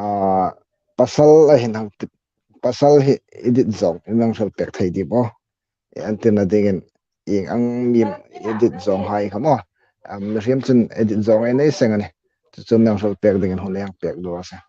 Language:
Hmar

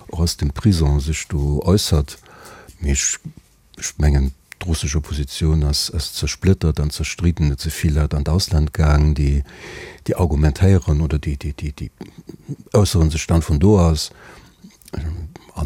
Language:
Luxembourgish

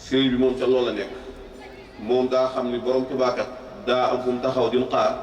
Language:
Wolof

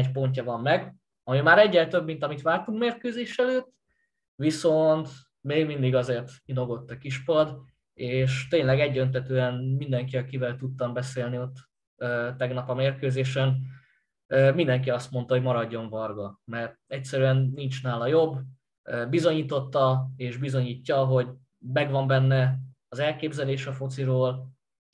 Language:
Hungarian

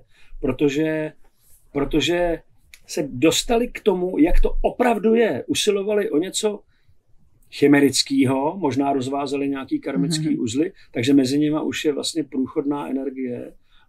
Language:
Czech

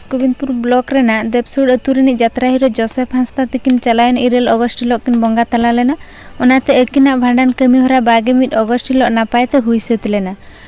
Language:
Santali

